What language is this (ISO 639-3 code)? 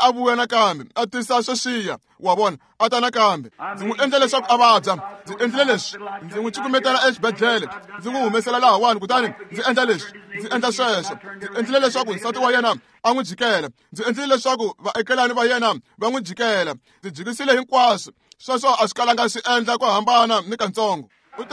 tso